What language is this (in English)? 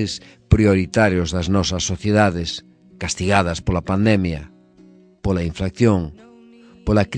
Galician